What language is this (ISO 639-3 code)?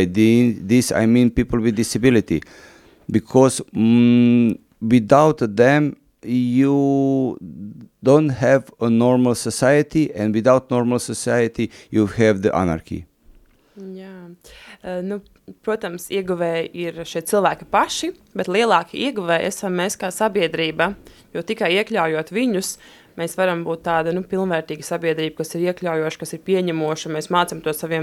lav